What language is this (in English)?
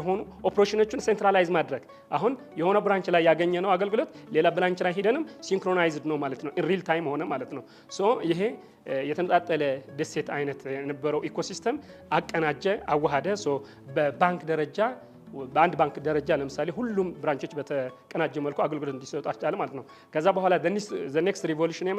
Amharic